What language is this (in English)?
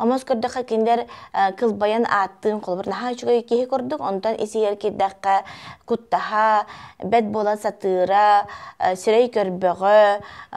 Yakut